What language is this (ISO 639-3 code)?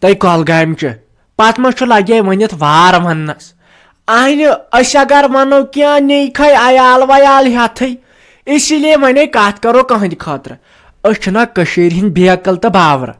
kas